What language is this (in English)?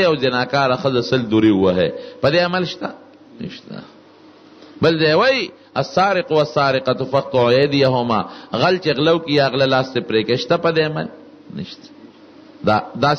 Pashto